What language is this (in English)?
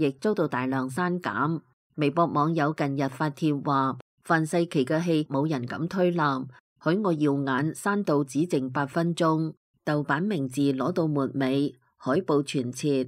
Cantonese